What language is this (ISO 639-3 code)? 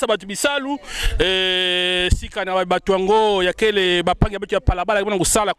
ktu